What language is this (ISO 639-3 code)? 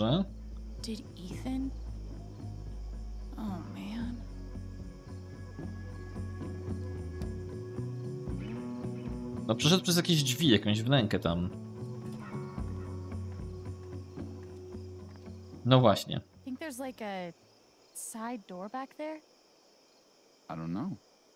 pol